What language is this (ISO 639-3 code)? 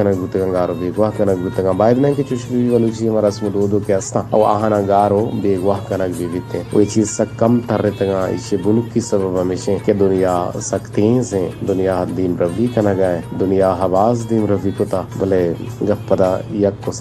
bal